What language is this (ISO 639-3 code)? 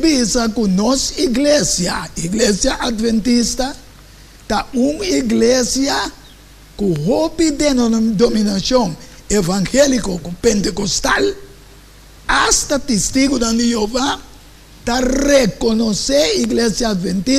pap